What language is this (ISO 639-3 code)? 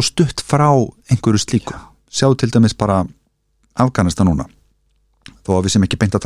isl